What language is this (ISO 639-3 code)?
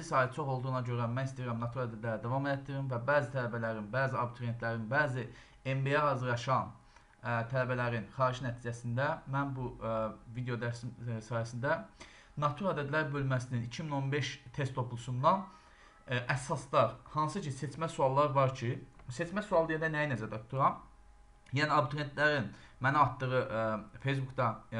aze